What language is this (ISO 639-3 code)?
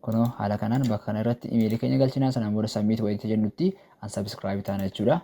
orm